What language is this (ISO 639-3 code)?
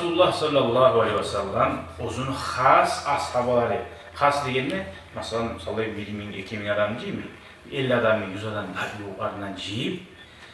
kum